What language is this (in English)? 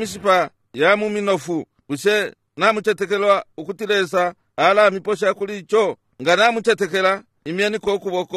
Bemba